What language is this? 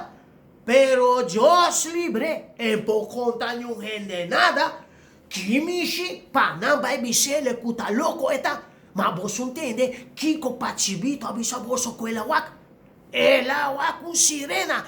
Papiamento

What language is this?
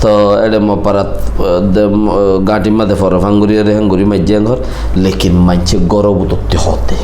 Rohingya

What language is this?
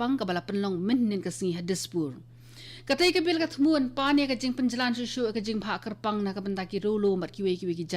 Khasi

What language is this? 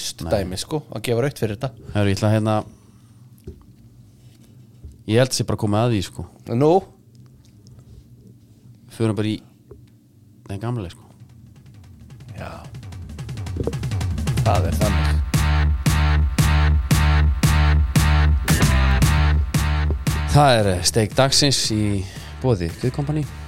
Icelandic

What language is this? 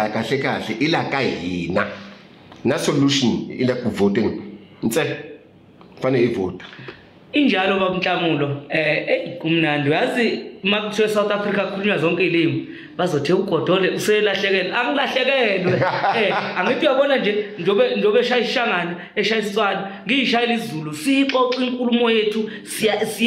Zulu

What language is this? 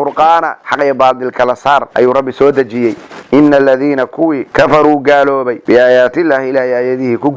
Somali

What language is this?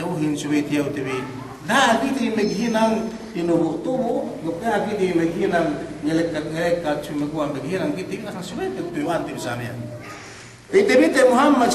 Yakan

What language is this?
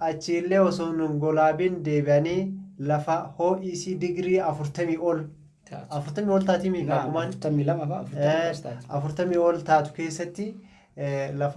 Oromo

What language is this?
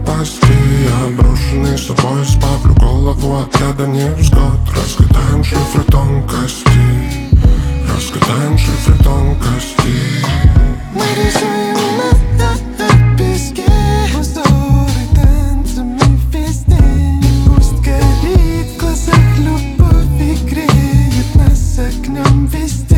Russian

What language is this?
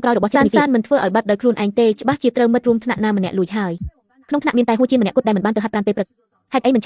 Khmer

